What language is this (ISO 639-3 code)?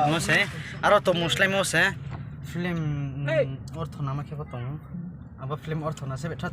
ria